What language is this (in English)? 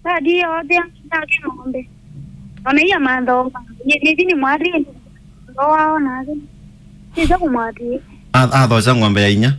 Kamba